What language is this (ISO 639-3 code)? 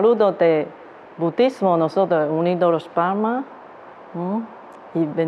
spa